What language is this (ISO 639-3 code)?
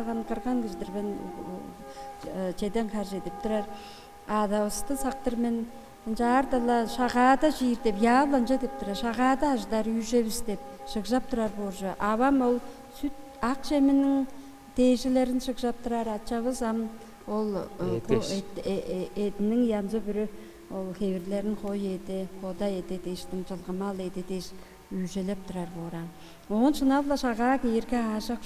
tyv